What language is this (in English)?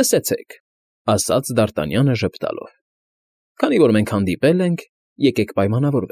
Armenian